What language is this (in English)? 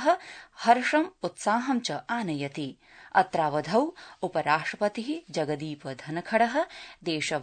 Sanskrit